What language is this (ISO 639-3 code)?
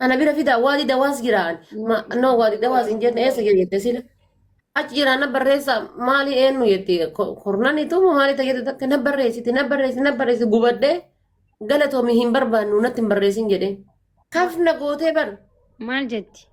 orm